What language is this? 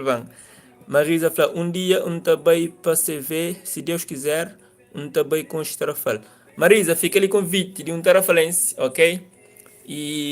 Kabuverdianu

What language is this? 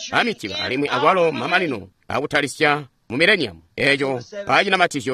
Tonga (Zambia)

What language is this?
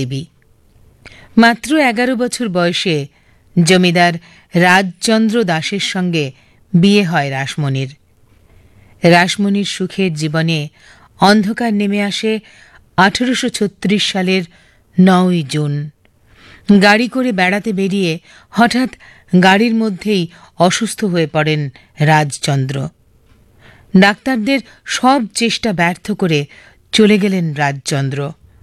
Bangla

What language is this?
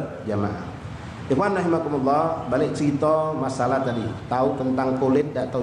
Musi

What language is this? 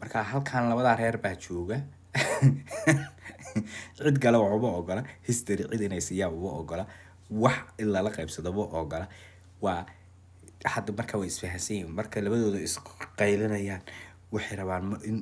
Somali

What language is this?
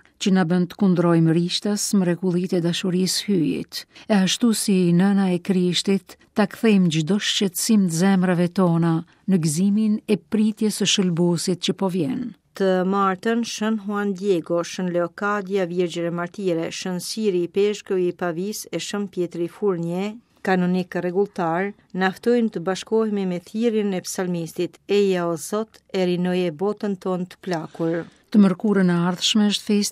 Albanian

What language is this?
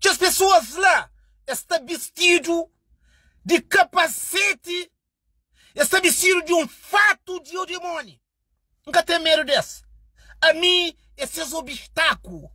Kabuverdianu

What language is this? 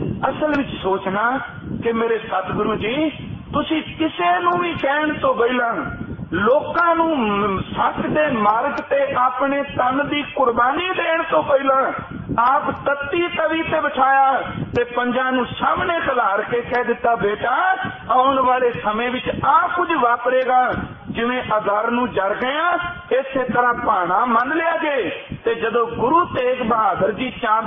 Punjabi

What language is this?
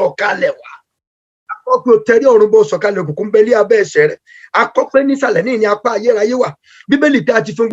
Yoruba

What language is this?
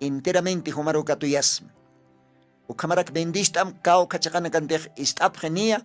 Aymara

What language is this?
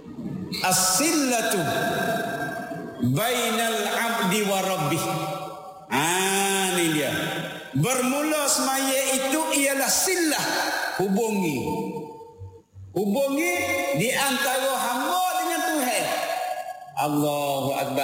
Malay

